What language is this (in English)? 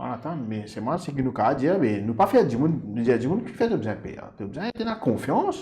Morisyen